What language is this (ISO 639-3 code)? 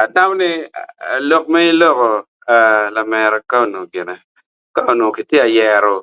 ach